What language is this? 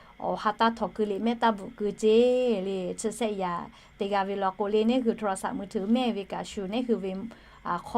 Lahu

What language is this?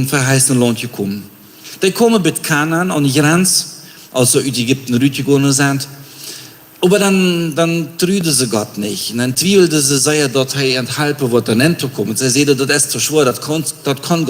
Plautdietsch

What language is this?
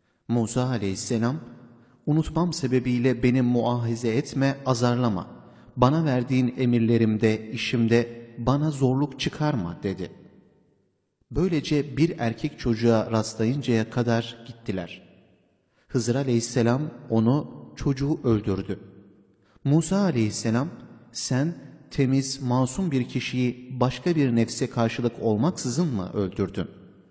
Turkish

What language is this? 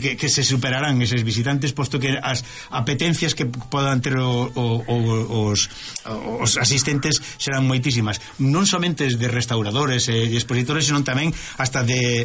Galician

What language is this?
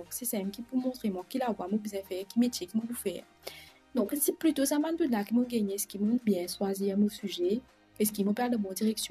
Morisyen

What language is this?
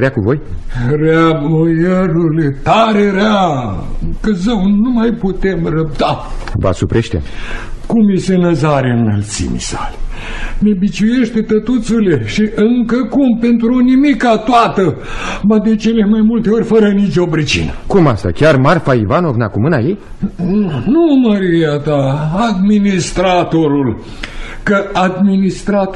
Romanian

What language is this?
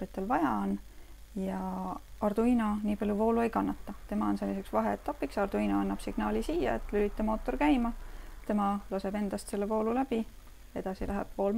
Estonian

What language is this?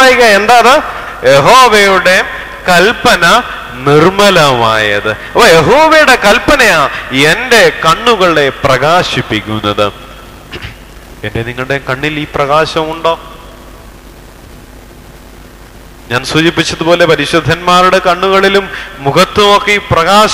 Malayalam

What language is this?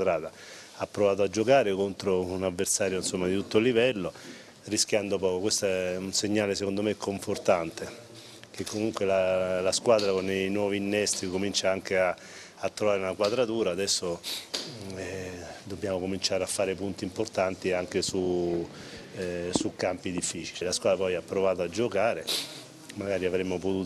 Italian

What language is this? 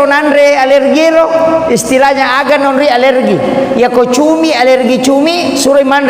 Buginese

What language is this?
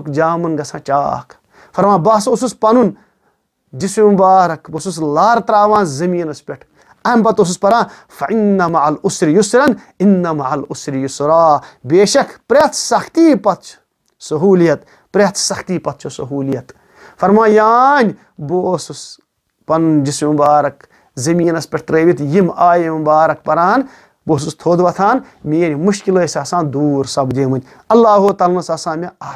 Kashmiri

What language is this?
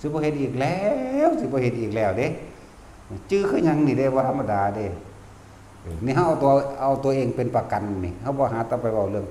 Northeastern Thai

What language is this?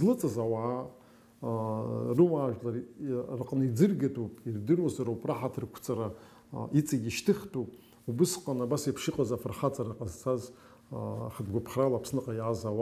Abkhazian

